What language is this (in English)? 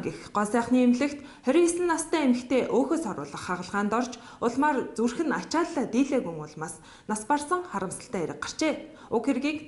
Mongolian